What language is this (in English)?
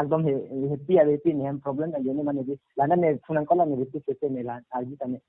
Karbi